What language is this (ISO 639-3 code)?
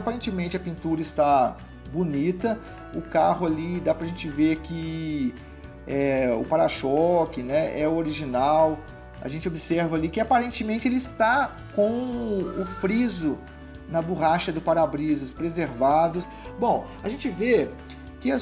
por